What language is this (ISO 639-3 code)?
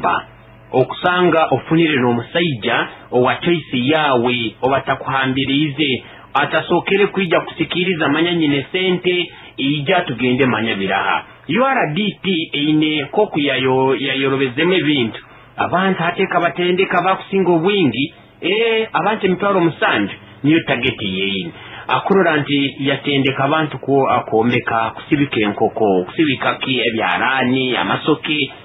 nyo